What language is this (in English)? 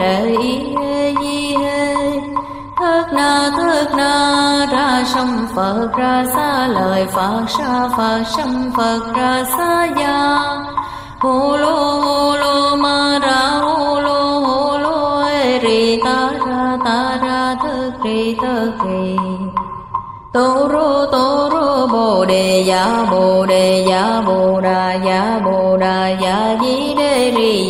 Vietnamese